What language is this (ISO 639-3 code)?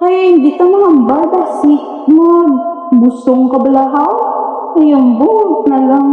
hil